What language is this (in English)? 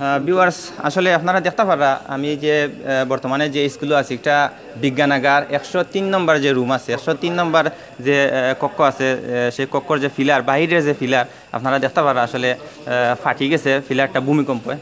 Sylheti